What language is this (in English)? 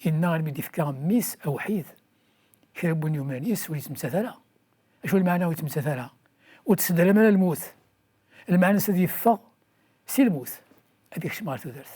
Kabyle